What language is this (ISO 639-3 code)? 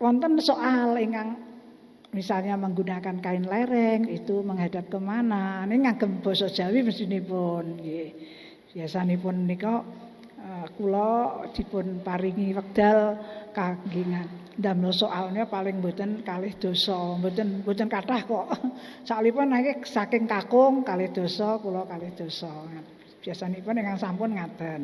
jav